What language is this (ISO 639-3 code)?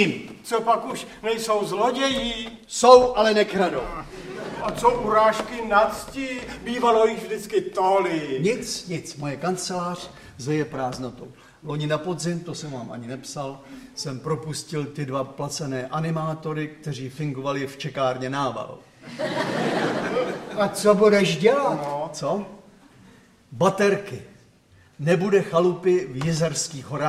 ces